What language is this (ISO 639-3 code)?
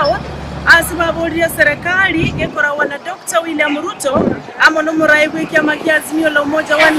guz